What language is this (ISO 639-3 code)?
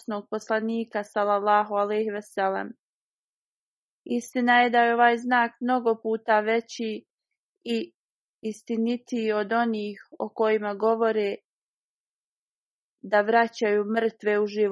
bos